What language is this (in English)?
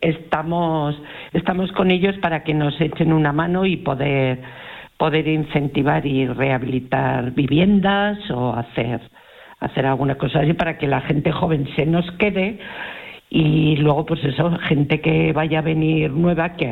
Spanish